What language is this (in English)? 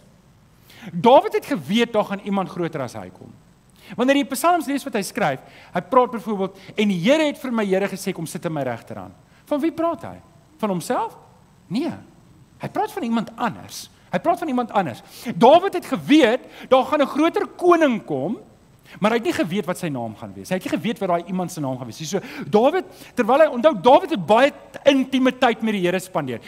Afrikaans